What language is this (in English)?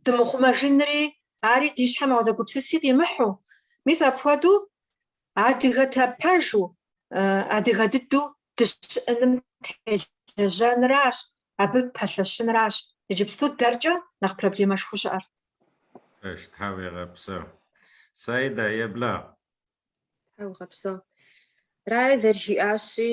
Kabardian